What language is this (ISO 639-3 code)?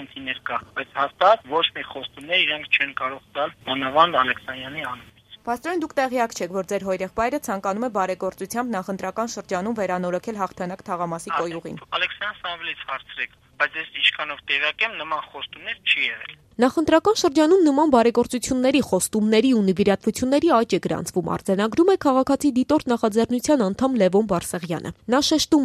hye